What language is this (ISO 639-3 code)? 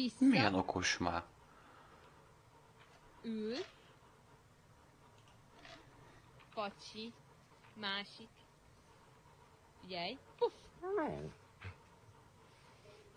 hun